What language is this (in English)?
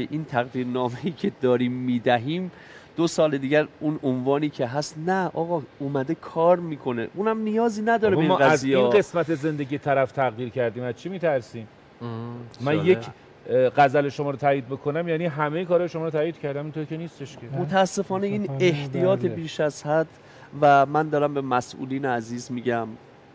Persian